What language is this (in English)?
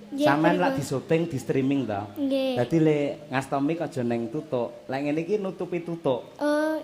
Javanese